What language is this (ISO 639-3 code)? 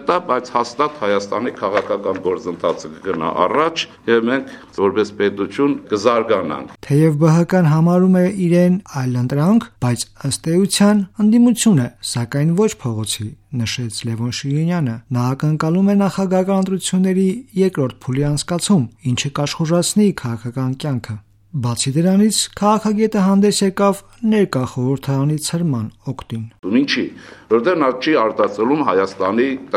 hye